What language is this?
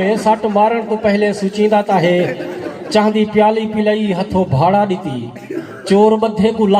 Saraiki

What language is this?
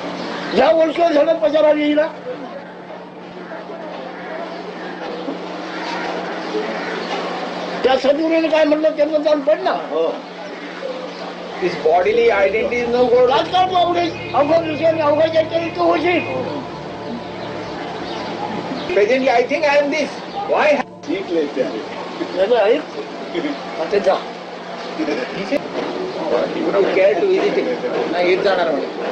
Marathi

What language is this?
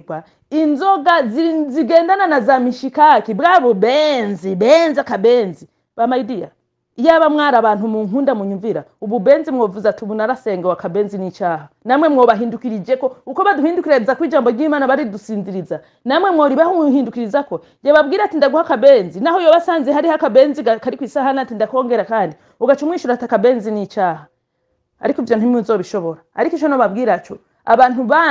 Rundi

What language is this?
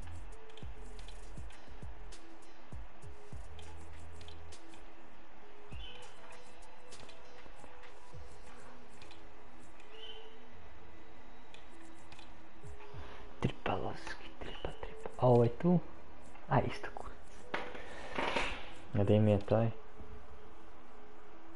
Croatian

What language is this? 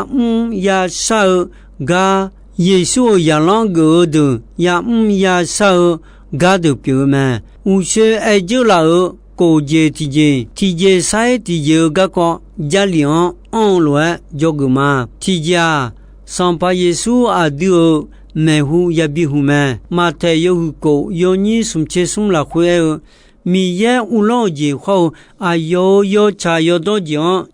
Akha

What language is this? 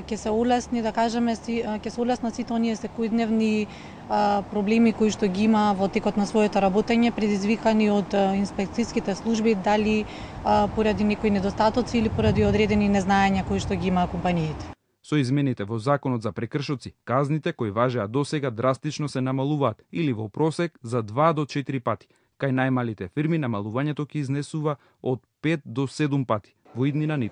Macedonian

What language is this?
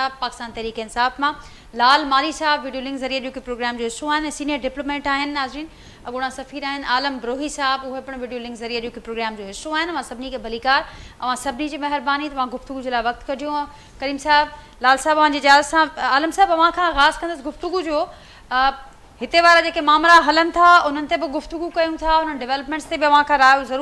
Sindhi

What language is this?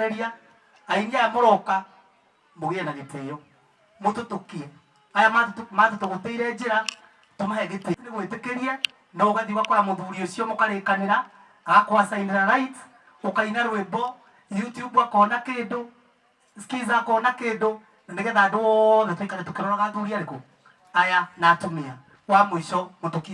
Kikuyu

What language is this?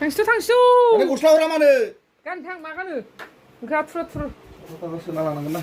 Bodo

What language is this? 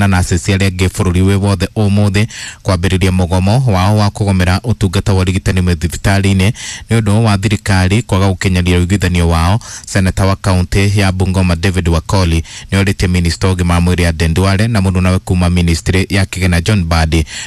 Kikuyu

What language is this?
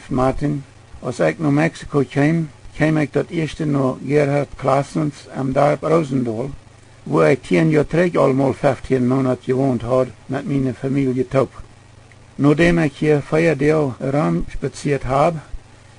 Plautdietsch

